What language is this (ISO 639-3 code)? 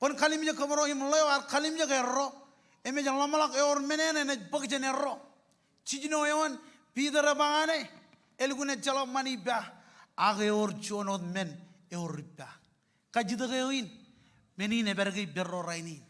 mah